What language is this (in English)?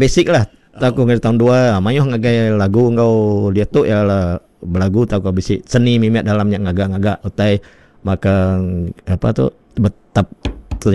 Iban